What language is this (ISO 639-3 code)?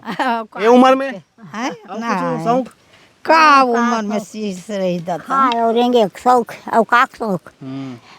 hne